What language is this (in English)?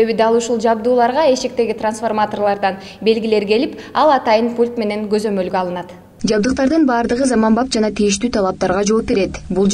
Kyrgyz